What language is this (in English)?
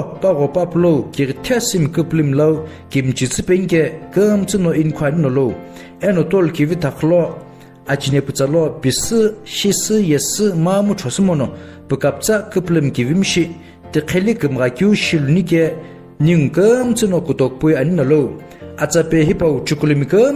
Sumi Naga